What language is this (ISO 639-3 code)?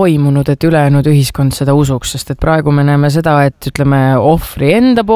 est